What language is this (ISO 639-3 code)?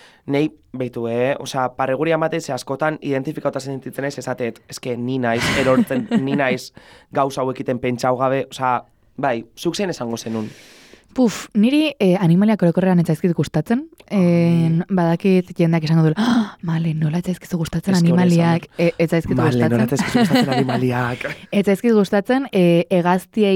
eus